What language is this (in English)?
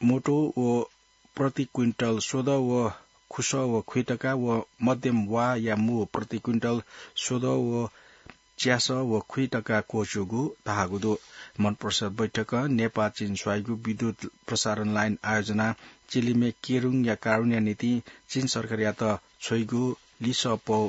Newari